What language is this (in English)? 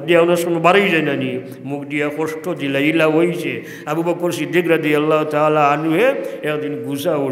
Sylheti